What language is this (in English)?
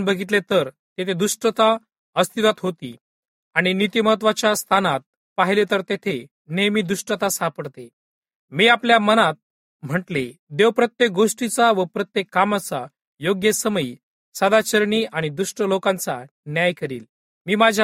Marathi